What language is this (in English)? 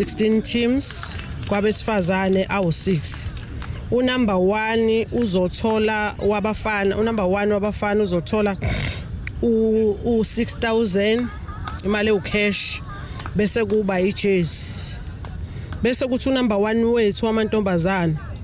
Zulu